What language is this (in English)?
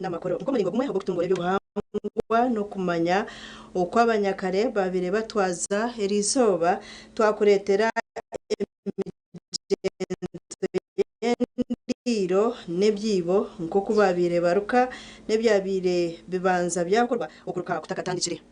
Nyankole